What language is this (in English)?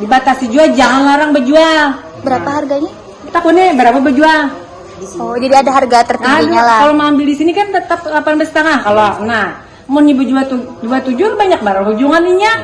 Banjar